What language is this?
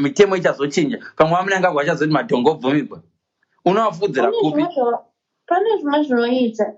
Shona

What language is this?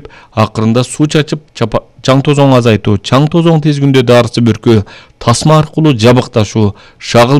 Kyrgyz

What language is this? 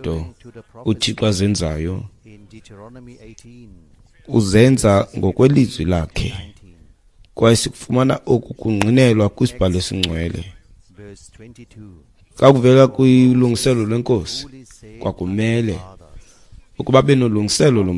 Xhosa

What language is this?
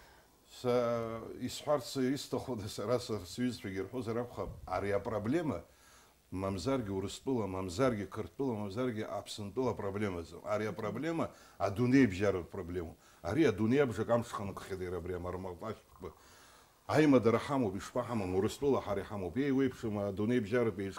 Abkhazian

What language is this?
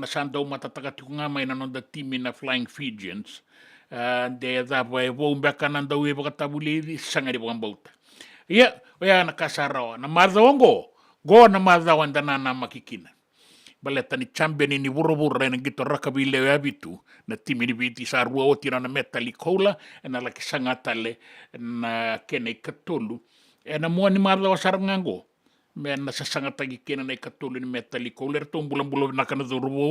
Fijian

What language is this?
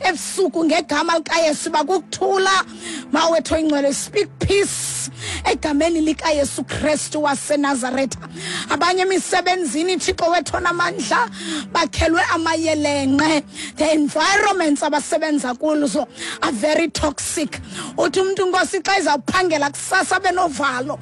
Xhosa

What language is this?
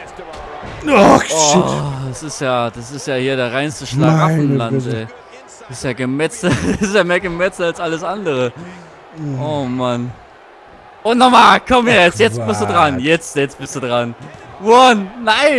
German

